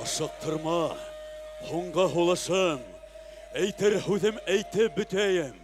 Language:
Bashkir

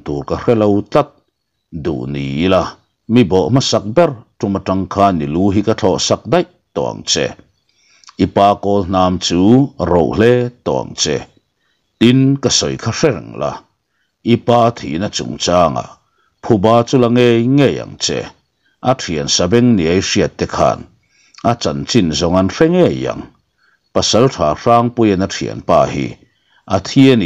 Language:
Mizo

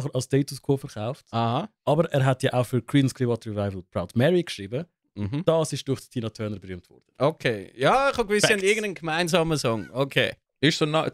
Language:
Swiss German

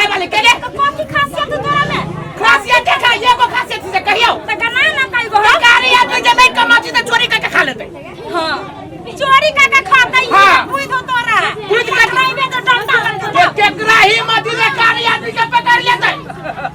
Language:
Maithili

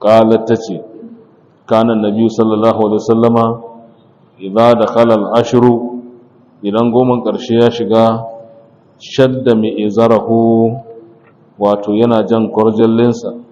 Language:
Hausa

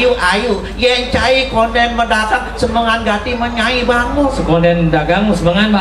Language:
Balinese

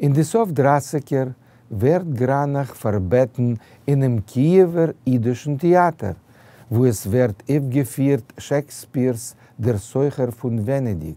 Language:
Yiddish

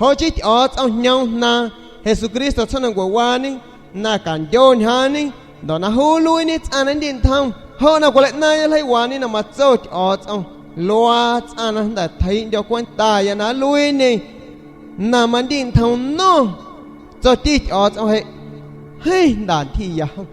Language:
San Pedro Amuzgos Amuzgo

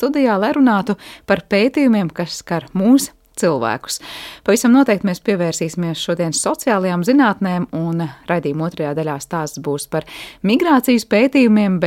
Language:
Latvian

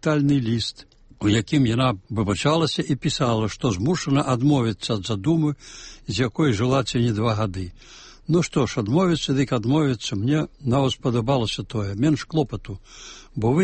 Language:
Belarusian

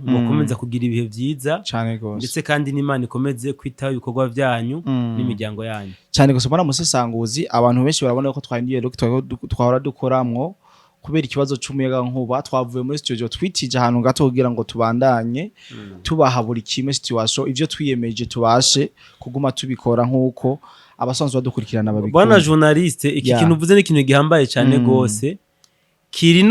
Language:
Rundi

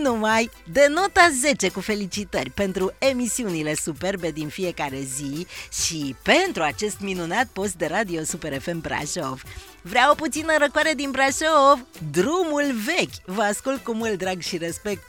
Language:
Romanian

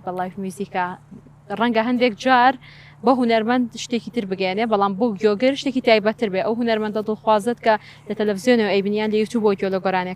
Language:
Central Kurdish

